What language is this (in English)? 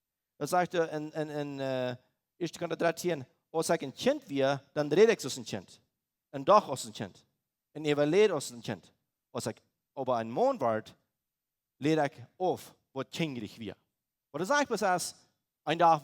Plautdietsch